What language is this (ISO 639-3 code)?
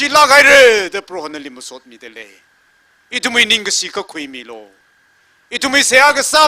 nmf